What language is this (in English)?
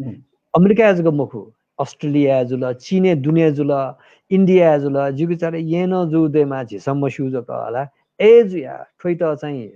Newari